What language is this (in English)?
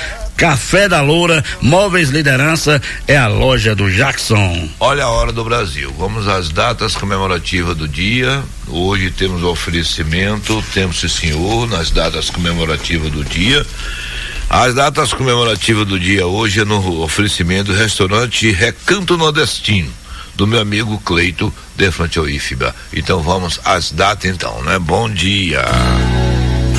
Portuguese